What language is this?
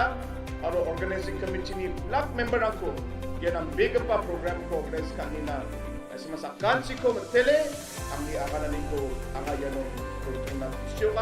Garo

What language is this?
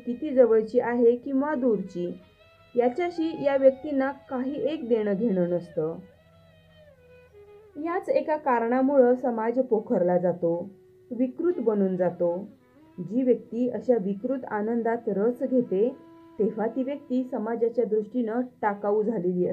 Marathi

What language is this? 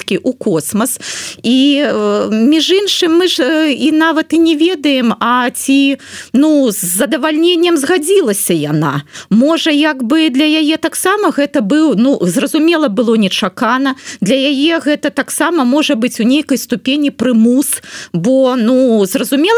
Belarusian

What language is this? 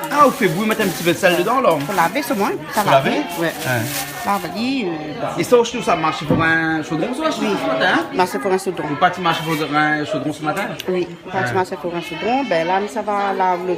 Réunion Creole French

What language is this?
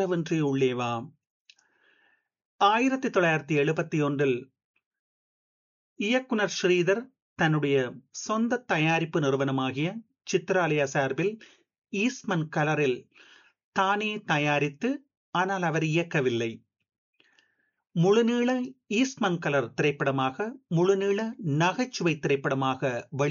Tamil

